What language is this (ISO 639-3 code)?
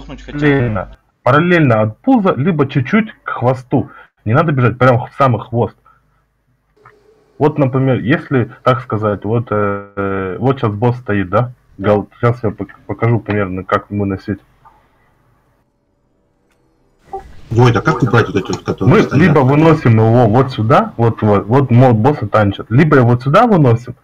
rus